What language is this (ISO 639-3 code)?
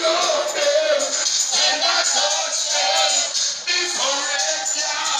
jam